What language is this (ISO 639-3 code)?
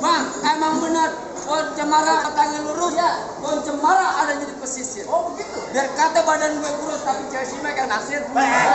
bew